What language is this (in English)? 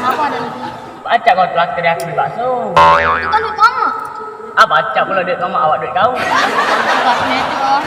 Musi